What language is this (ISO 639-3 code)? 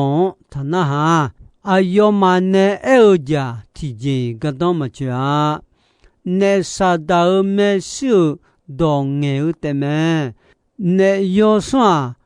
ahk